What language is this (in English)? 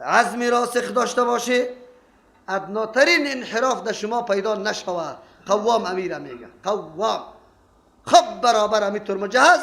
Persian